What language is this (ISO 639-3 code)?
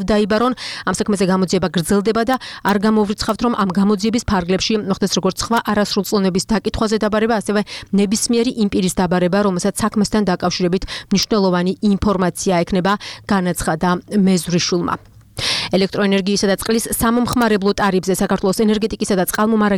kat